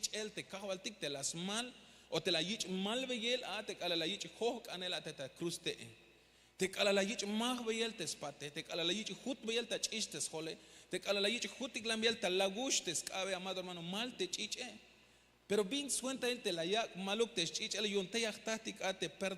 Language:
Tzeltal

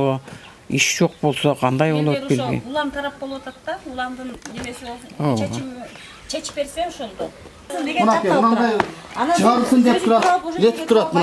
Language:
Kyrgyz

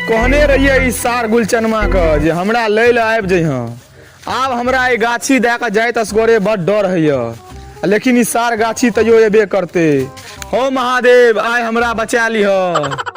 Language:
Maithili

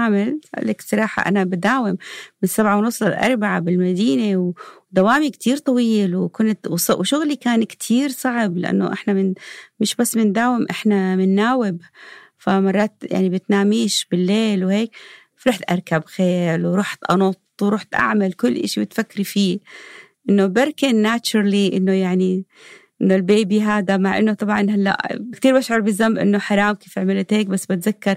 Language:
North Levantine Arabic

